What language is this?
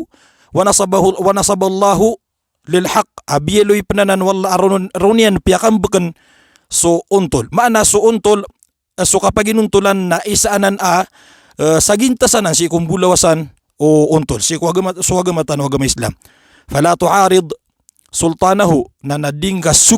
Maranao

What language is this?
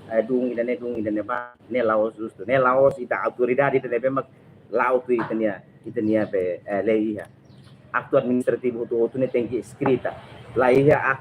Tetum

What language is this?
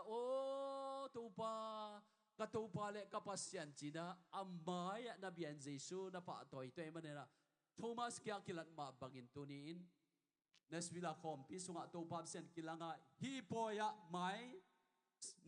Tedim Chin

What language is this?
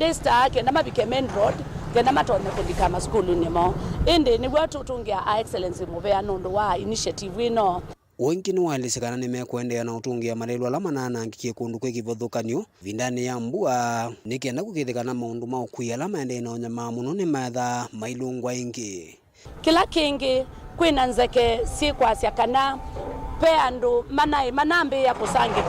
Kamba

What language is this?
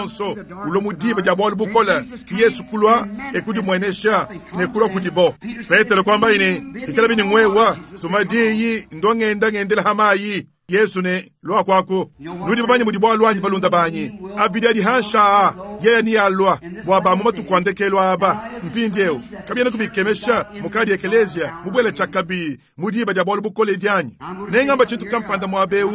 Luba-Lulua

